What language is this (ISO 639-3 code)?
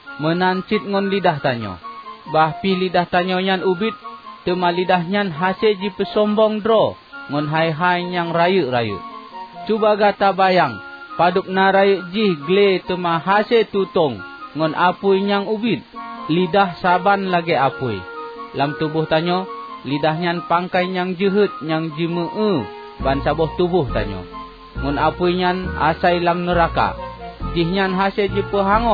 ace